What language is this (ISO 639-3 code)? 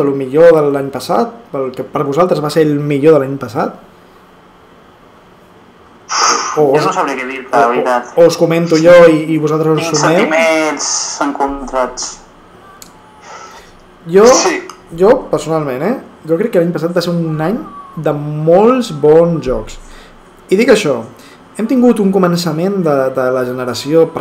cat